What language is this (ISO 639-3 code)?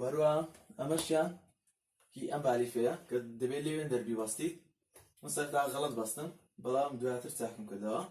ckb